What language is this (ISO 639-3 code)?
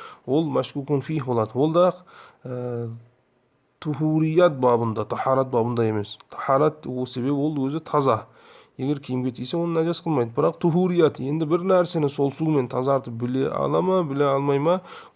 kaz